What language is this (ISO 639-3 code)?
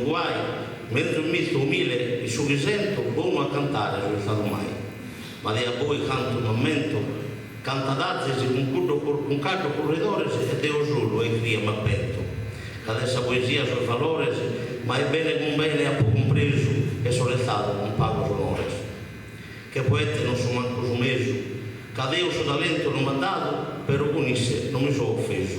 srd